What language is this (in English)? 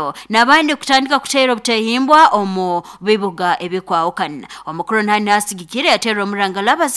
Nyankole